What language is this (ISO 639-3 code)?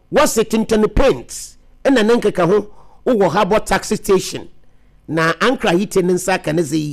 aka